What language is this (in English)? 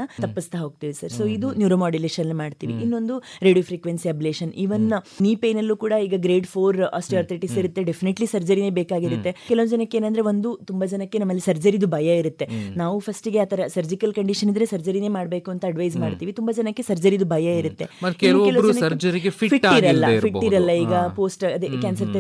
Kannada